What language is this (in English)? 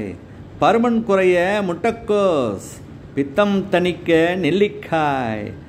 Tamil